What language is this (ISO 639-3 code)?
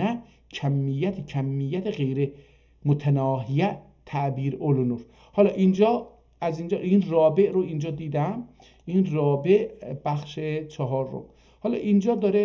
azb